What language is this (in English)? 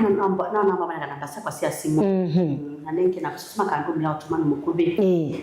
Kamba